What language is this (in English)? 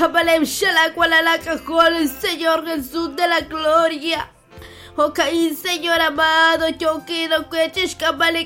Kekchí